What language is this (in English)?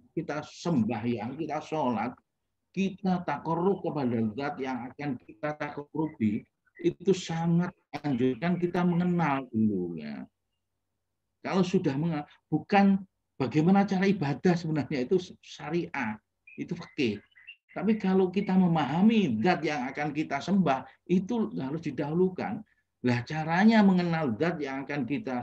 Indonesian